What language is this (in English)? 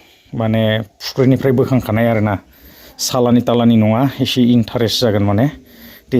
Bodo